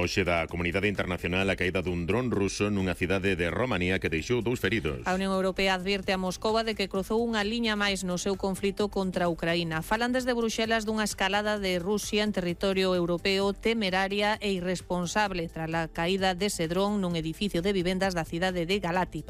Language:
Galician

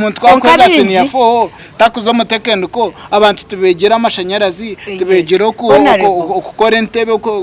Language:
Nyankole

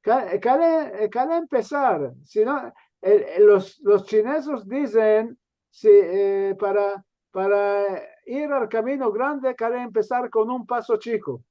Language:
Ladino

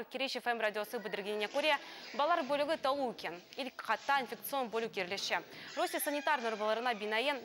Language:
Crimean Tatar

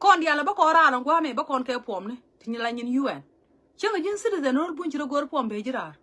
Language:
Nuer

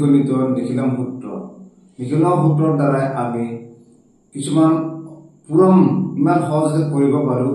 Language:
Assamese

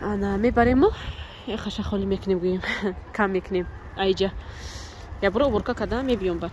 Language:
Tajik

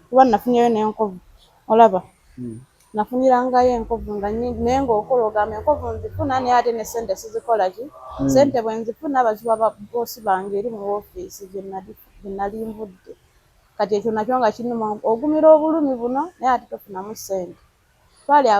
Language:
Ganda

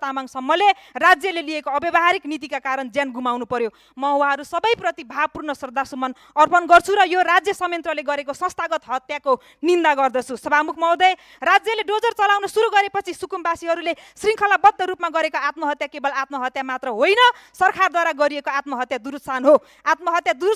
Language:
Nepali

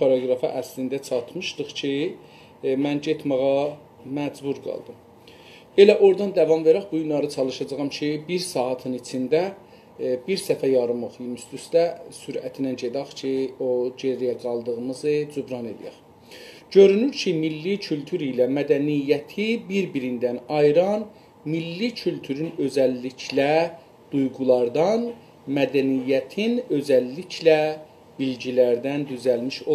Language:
South Azerbaijani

